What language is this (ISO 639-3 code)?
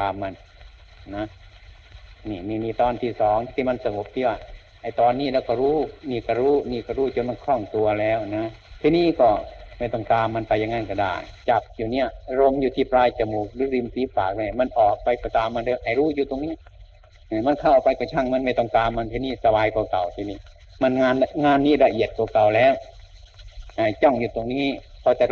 tha